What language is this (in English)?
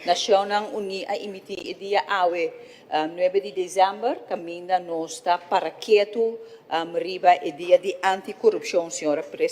Papiamento